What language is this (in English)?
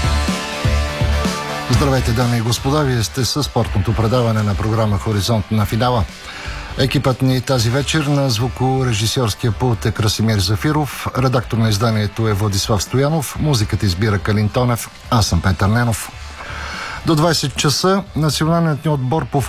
Bulgarian